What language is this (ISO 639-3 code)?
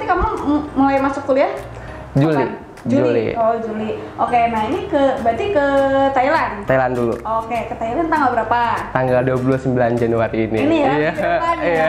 ind